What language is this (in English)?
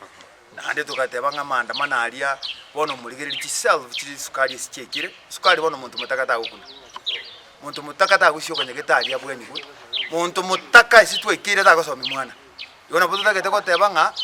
Gusii